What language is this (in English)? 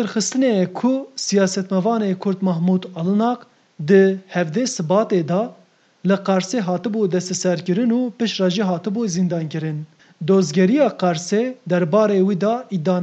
Kurdish